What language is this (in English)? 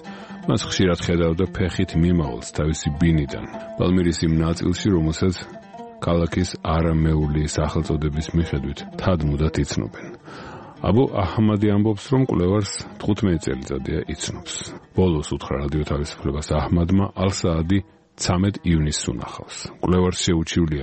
Georgian